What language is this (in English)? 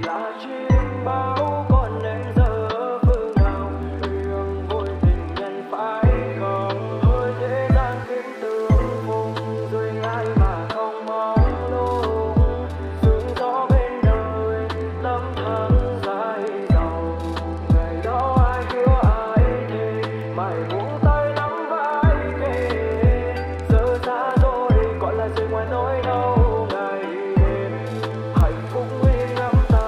Vietnamese